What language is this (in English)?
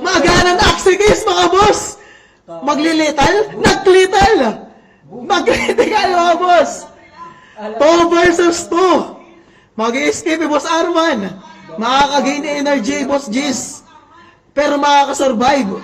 Waray